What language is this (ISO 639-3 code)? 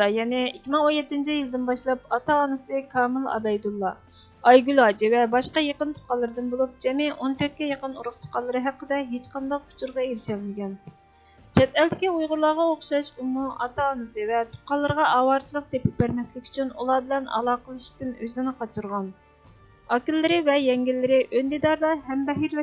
uig